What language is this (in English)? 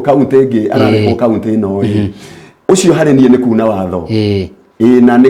Kikuyu